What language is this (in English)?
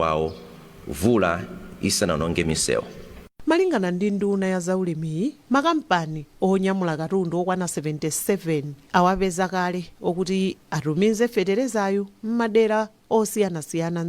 Nyanja